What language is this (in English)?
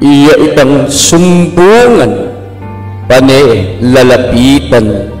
Pampanga